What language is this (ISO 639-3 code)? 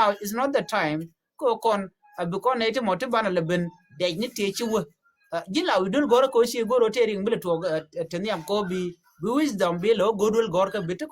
nus